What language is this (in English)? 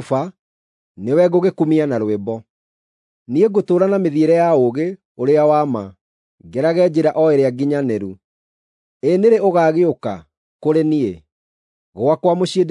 Kikuyu